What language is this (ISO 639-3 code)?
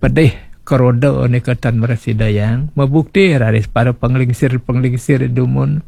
ban